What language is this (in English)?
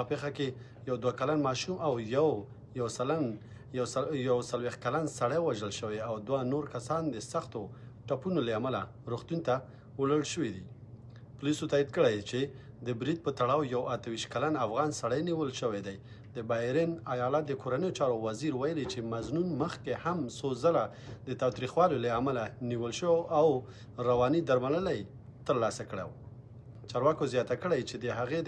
Pashto